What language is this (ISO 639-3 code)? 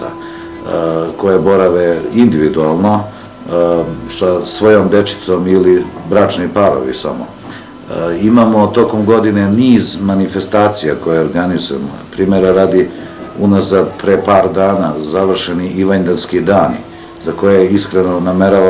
srp